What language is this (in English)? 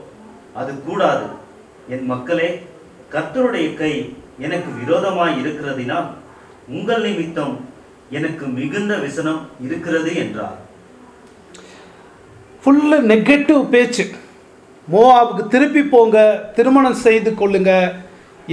Tamil